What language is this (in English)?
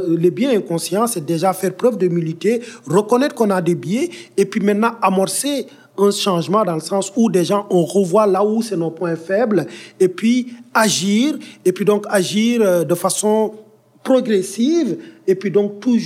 French